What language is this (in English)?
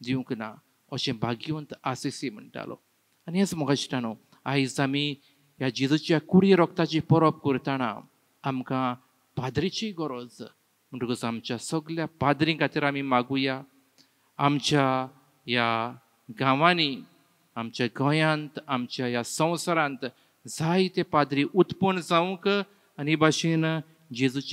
Konkani